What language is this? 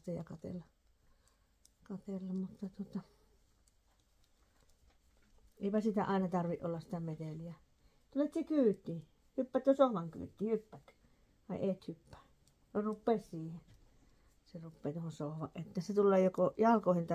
Finnish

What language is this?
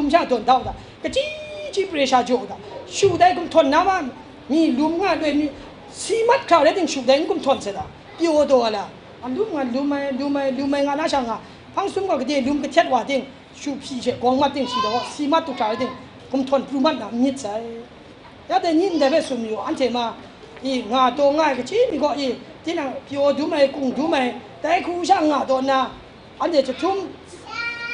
Kachin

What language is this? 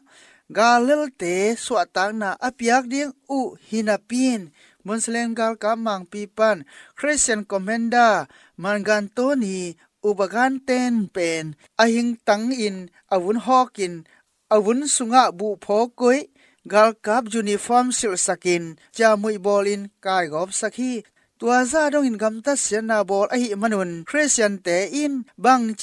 Tedim Chin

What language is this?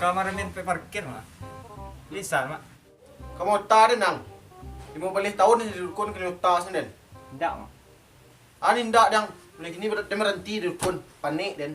Minangkabau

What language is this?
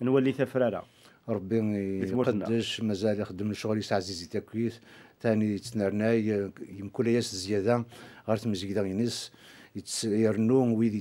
Kabyle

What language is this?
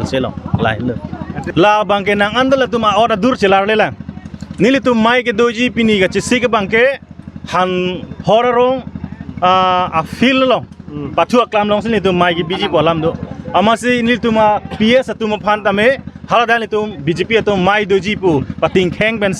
Karbi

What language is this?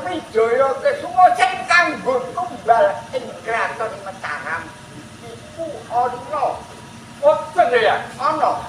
Javanese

